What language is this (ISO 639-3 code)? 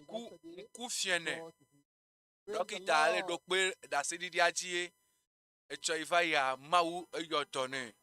ewe